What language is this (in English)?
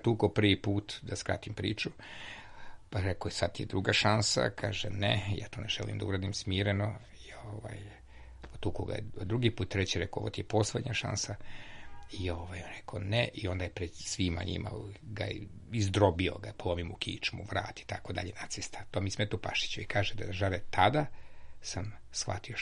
Serbian